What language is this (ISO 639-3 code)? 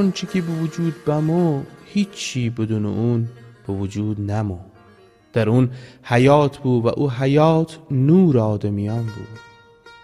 glk